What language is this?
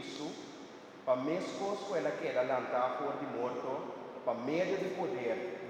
Papiamento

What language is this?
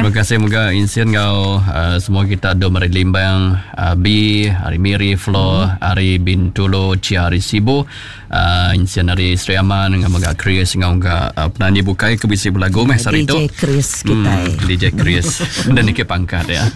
Iban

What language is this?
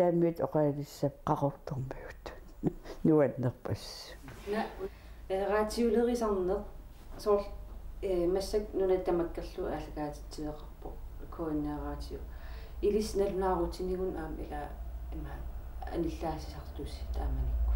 Kalaallisut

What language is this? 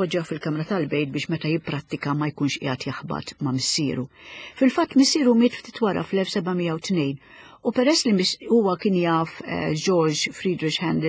Maltese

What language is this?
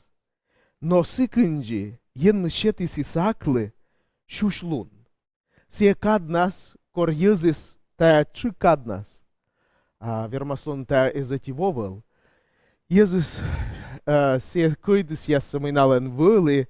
Komi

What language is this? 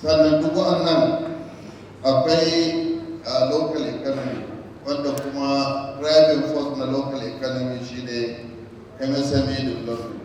Hausa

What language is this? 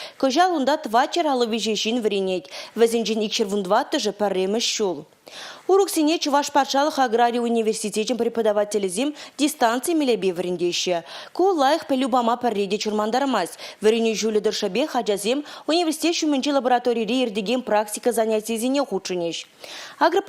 Chuvash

